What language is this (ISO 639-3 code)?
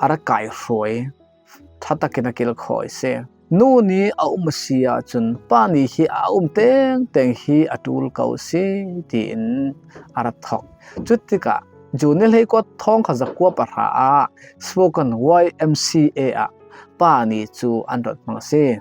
cfm